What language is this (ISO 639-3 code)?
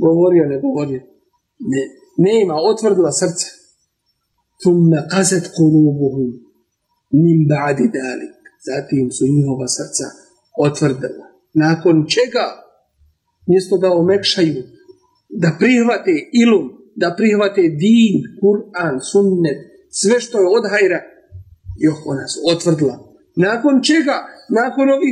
bos